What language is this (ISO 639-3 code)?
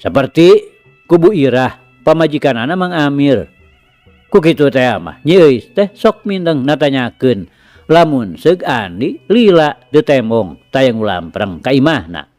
sun